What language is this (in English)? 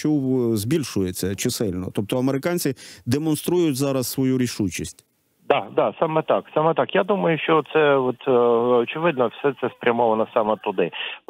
Ukrainian